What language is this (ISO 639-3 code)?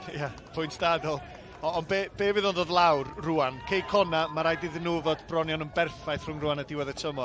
cym